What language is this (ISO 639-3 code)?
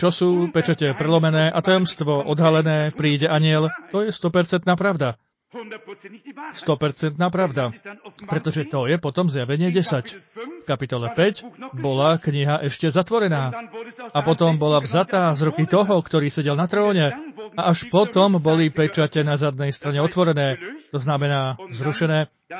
slk